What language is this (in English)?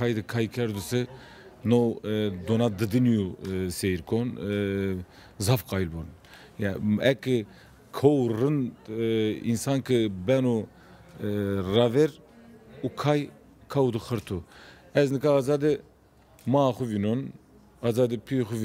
Zaza